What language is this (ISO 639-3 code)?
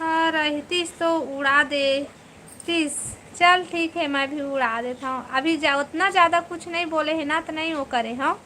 hne